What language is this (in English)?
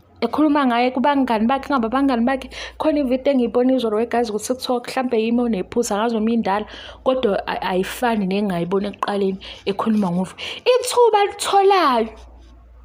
Zulu